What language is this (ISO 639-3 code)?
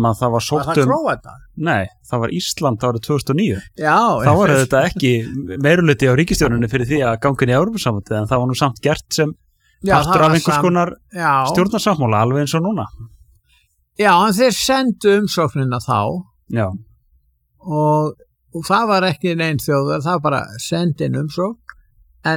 isl